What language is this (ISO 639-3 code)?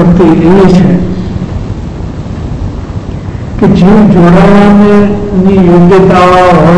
guj